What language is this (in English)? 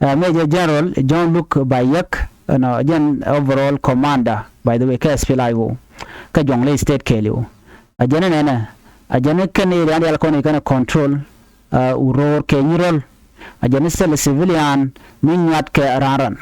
Nuer